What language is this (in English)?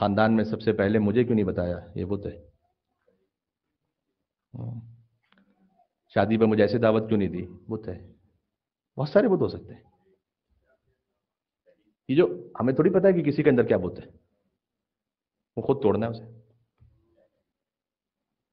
Urdu